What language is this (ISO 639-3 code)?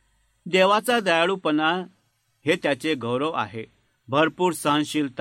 mar